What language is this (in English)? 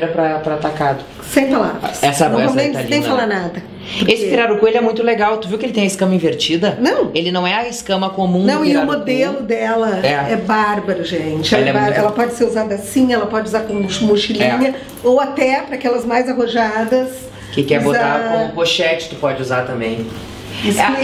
Portuguese